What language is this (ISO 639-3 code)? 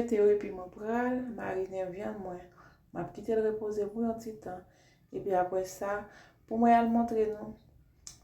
hat